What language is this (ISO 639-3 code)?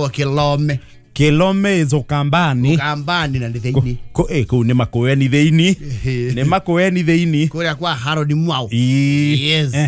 kik